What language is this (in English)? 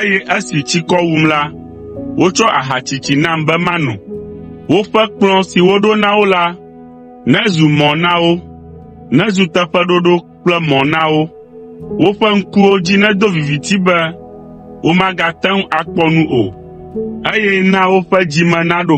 Ewe